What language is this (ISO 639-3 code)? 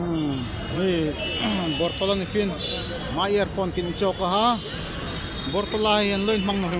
dln